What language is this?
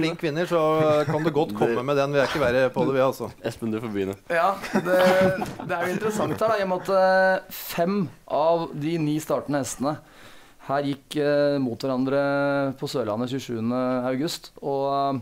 Norwegian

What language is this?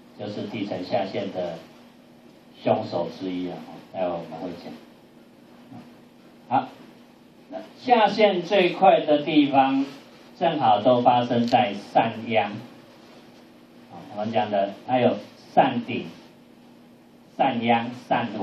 Chinese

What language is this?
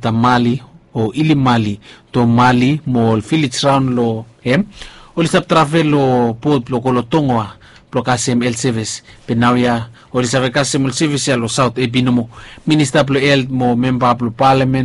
Bislama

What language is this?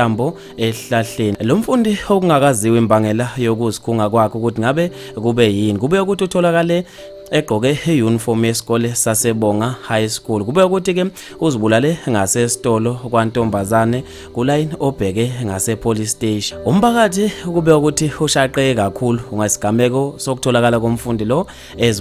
Zulu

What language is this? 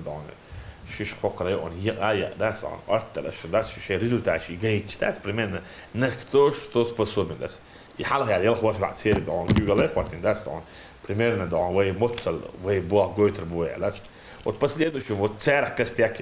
Chechen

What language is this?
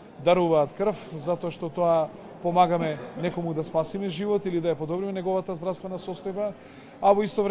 Macedonian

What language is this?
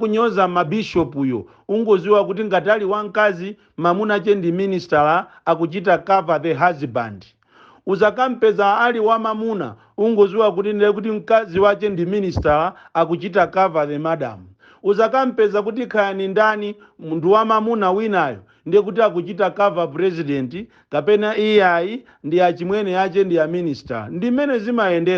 Nyanja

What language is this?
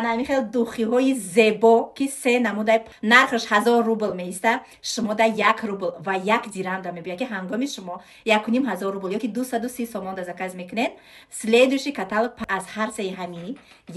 Tajik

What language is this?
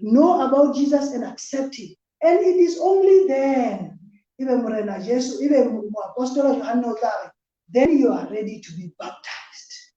Southern Sotho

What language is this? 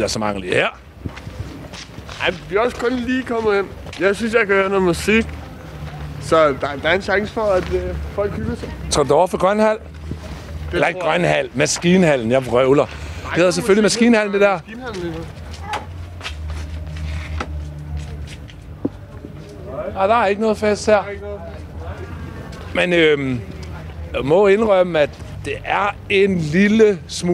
Danish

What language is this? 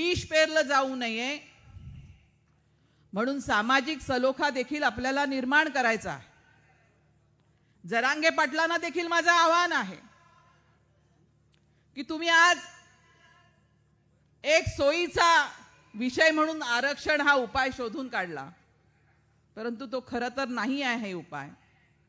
Marathi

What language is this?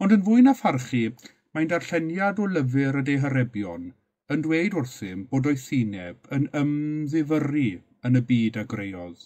Welsh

